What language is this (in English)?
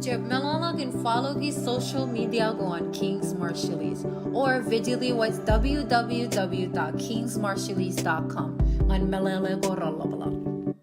Marshallese